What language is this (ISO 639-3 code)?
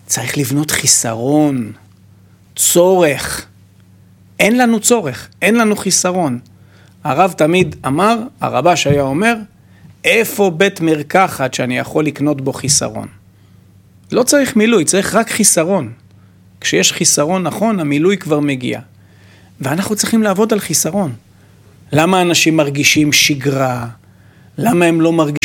heb